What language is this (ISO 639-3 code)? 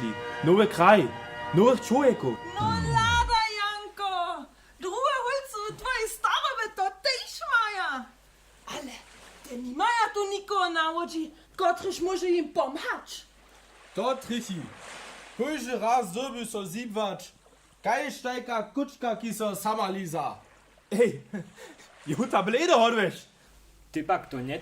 hsb